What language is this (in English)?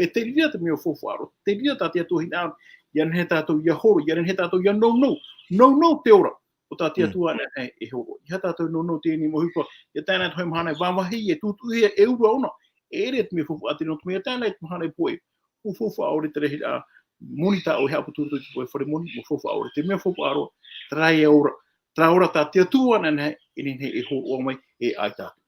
Tahitian